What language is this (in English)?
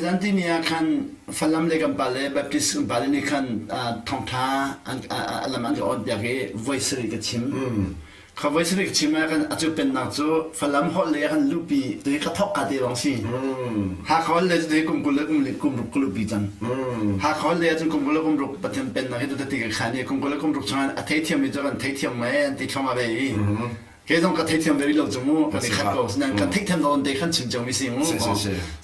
Hakha Chin